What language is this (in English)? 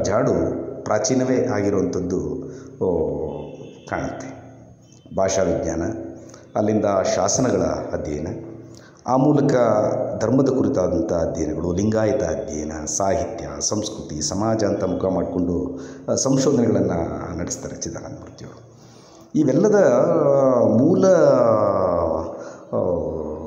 Kannada